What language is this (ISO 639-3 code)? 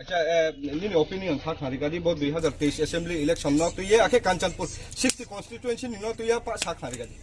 ria